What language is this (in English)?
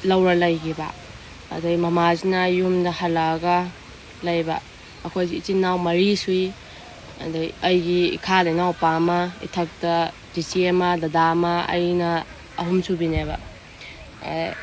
Manipuri